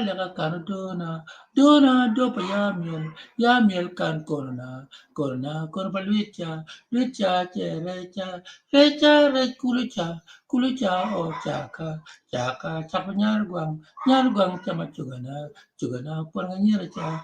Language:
Acoli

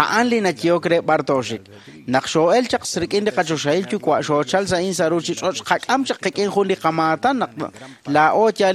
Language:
Kekchí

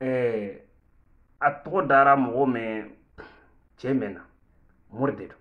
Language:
Bambara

